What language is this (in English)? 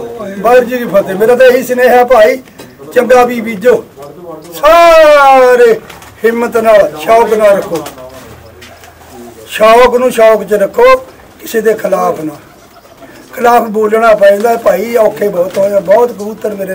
Punjabi